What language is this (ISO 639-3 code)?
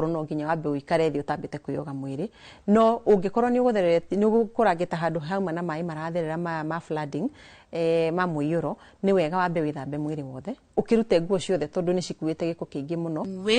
kik